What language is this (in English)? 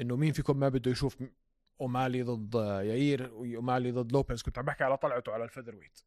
North Levantine Arabic